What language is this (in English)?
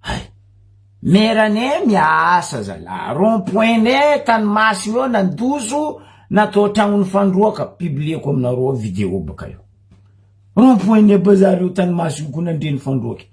Malagasy